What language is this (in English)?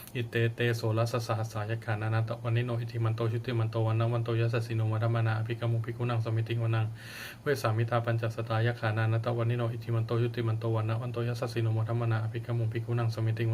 Pali